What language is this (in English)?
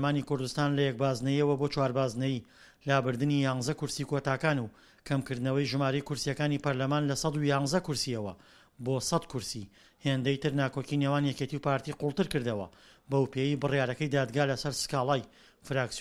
Central Kurdish